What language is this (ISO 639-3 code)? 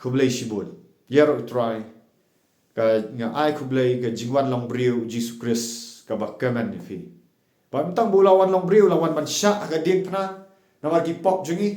kha